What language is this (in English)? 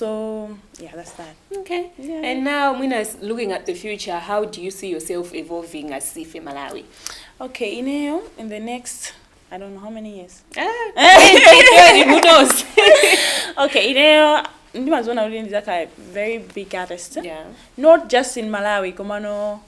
Nyanja